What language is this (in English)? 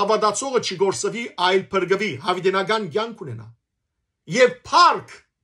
Western Armenian